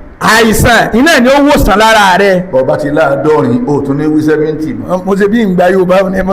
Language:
Yoruba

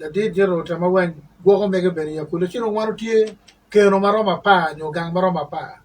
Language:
Acoli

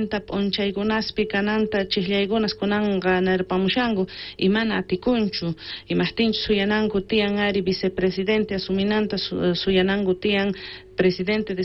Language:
South Bolivian Quechua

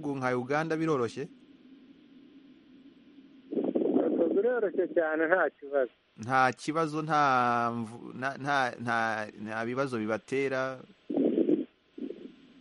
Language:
Kinyarwanda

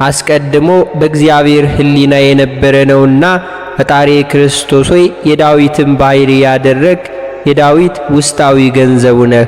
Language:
Amharic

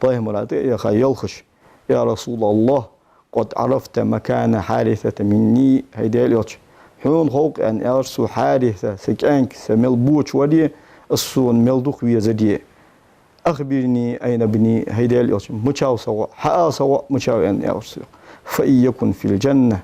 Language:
Ingush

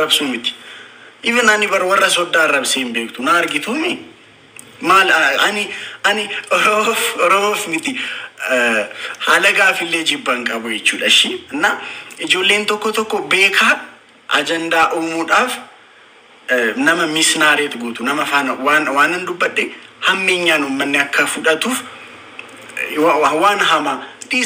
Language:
Oromo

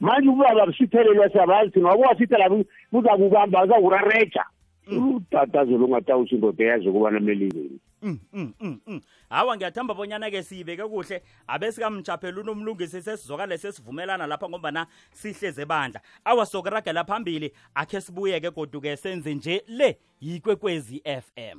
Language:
South Ndebele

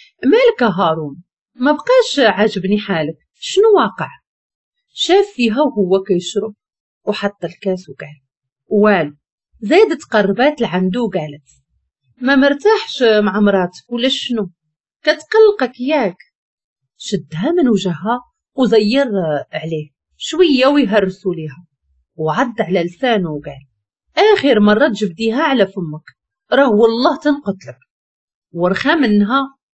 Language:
Moroccan Arabic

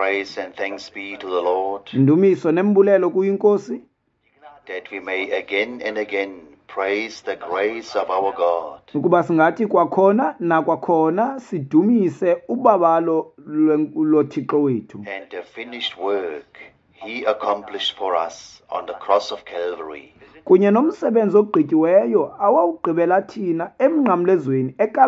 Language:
Xhosa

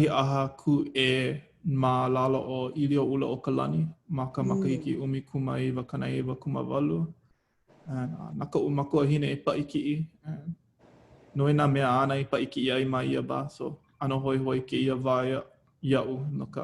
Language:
Hawaiian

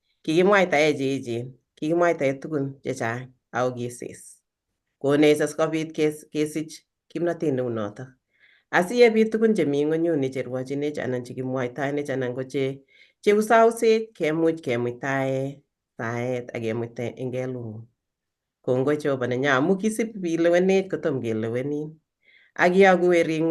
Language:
Kalenjin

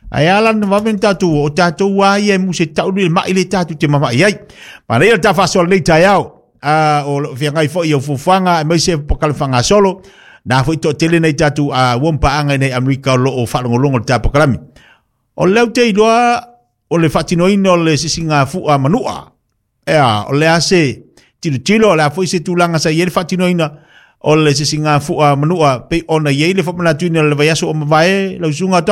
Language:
Samoan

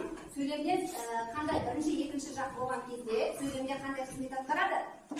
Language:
Kazakh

